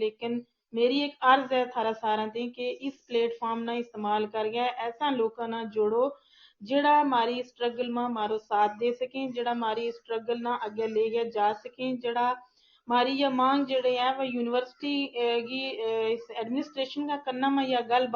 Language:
Gujari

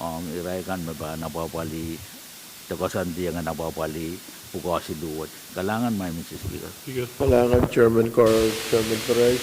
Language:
Pohnpeian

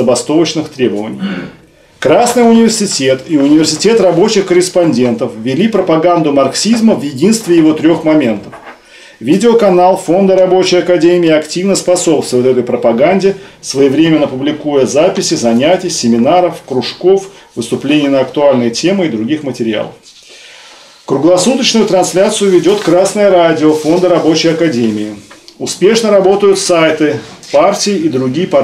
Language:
Russian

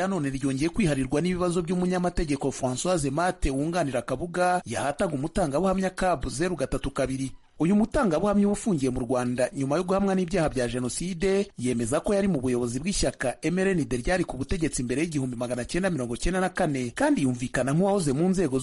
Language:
Kinyarwanda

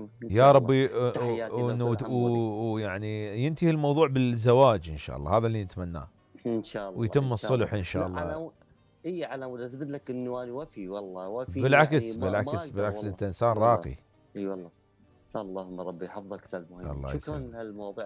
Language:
Mesopotamian Arabic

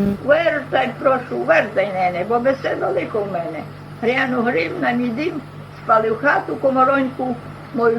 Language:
Rusyn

